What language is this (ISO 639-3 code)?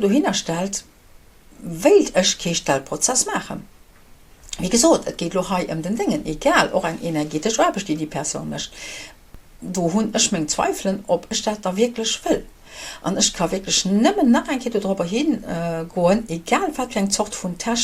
ltz